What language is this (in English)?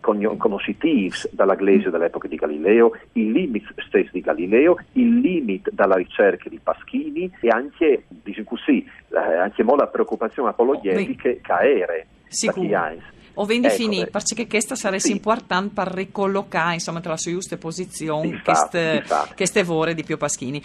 Friulian